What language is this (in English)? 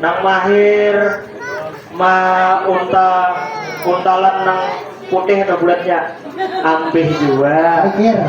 Banjar